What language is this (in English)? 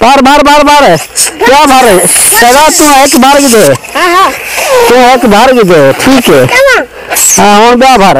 Saraiki